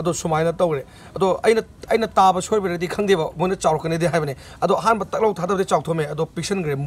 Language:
Manipuri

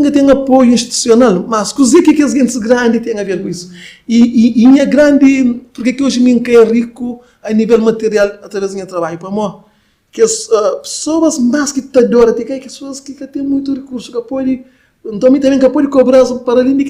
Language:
Kabuverdianu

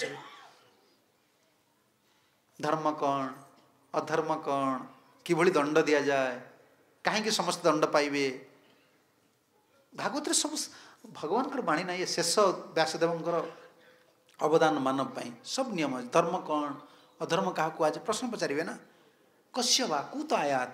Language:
Odia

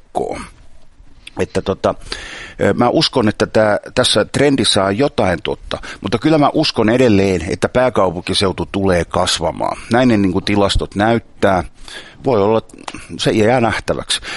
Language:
Finnish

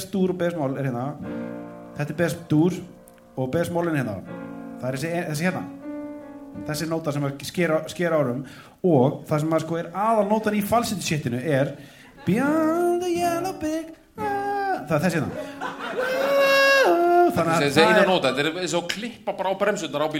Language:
Icelandic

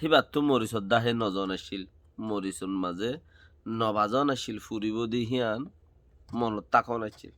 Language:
Rohingya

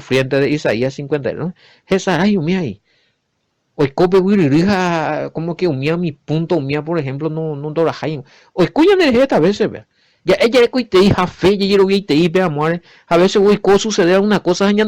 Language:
Guarani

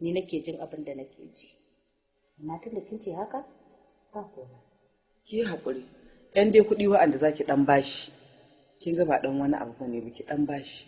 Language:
Hausa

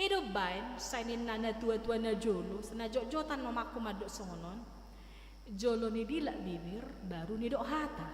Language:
Batak Toba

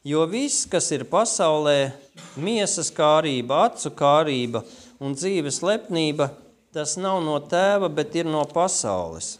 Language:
Latvian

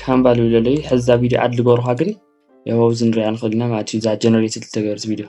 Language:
Tigrinya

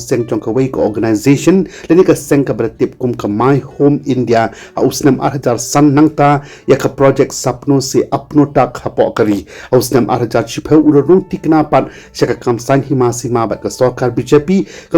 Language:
Khasi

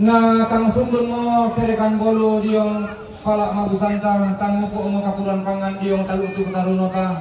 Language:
Toraja-Sa'dan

